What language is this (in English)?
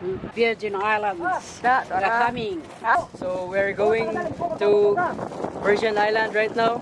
Cebuano